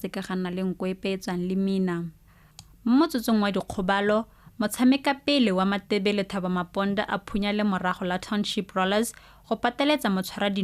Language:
Tswana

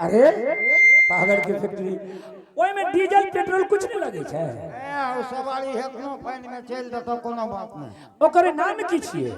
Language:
Angika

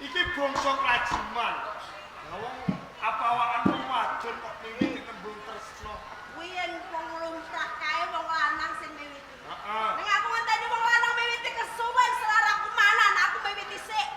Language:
Javanese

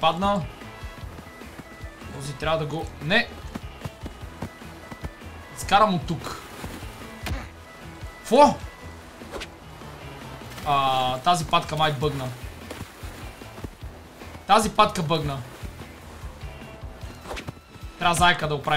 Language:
Bulgarian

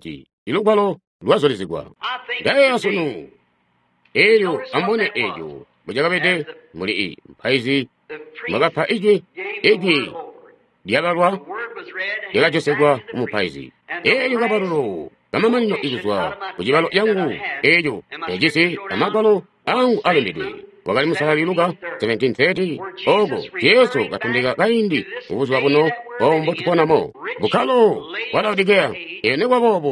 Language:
Tonga (Zambia)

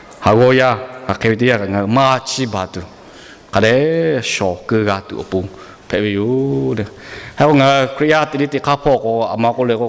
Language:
Lahu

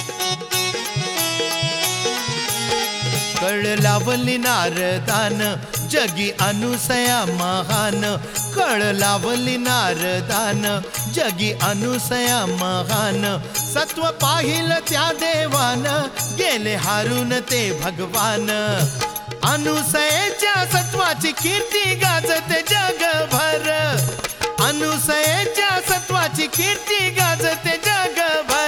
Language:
Marathi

